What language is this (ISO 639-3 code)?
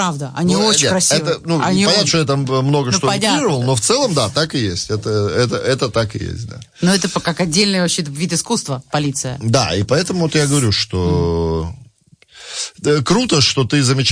rus